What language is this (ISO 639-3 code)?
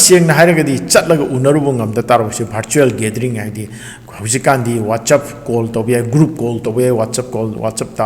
mni